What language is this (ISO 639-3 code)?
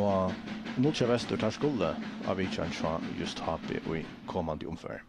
fao